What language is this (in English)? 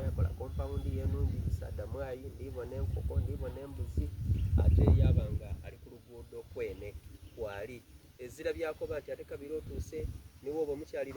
Soga